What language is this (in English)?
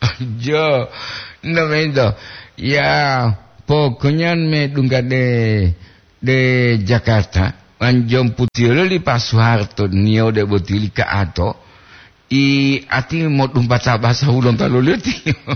Gorontalo